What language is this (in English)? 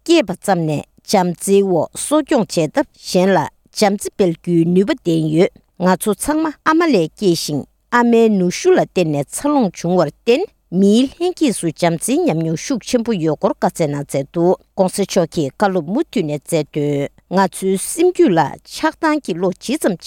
Tibetan